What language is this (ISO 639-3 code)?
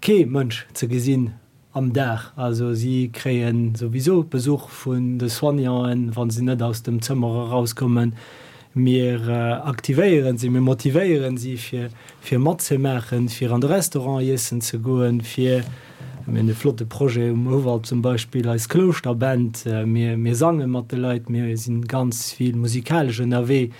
ltz